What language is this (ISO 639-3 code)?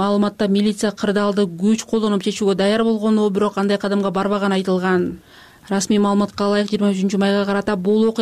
kir